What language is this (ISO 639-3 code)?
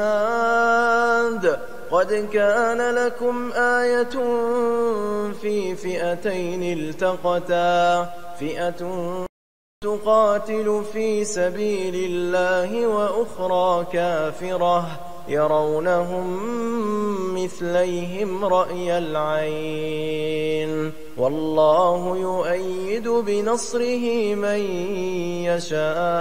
ara